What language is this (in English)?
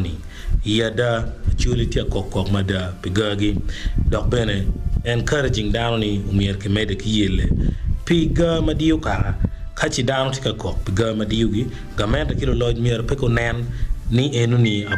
Acoli